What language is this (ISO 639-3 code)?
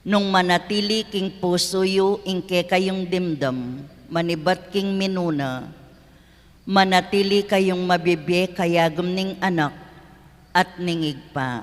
pam